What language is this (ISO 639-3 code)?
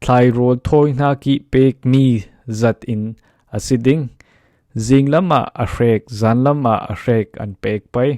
cfm